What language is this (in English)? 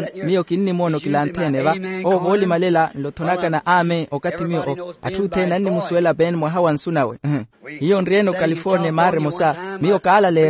Makhuwa